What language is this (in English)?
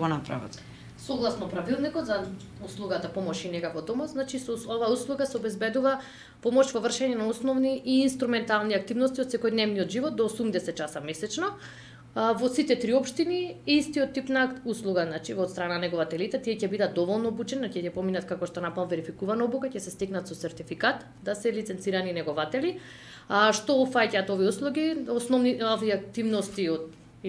Macedonian